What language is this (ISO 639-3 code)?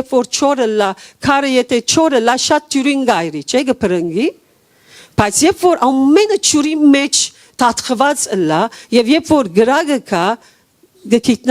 hyw